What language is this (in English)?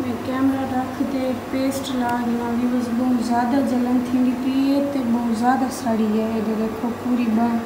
Saraiki